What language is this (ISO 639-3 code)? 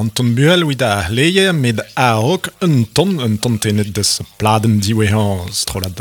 bre